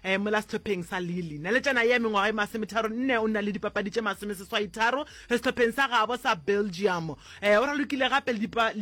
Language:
Northern Sotho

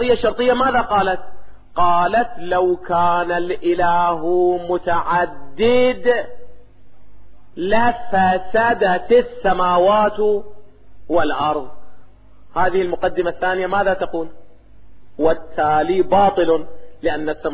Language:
Arabic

